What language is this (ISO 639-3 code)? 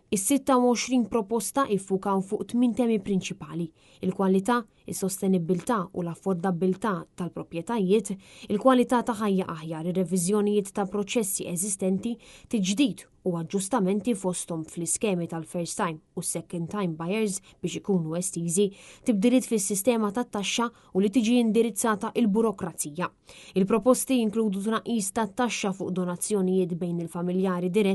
mlt